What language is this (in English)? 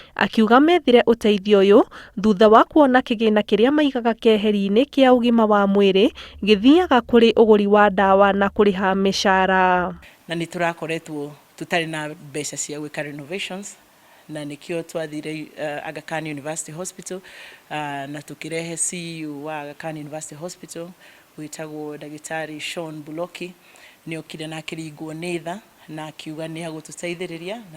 Kikuyu